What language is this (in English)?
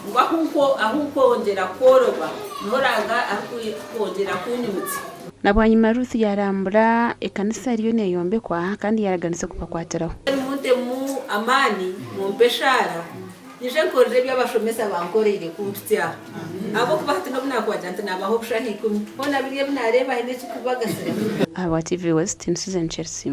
Nyankole